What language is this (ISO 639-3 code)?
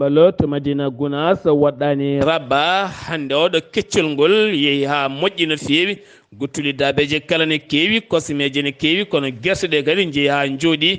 ful